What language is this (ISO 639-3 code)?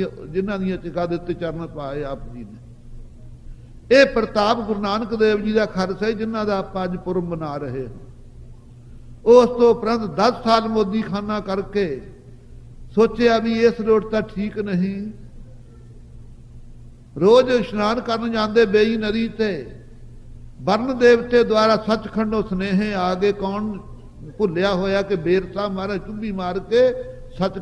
pan